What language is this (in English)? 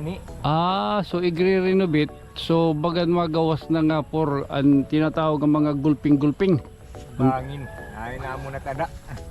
Waray